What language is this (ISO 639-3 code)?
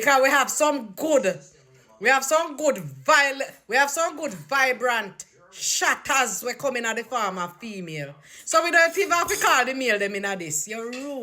jam